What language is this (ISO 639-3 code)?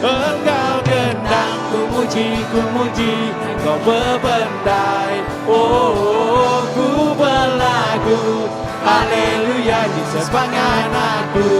iba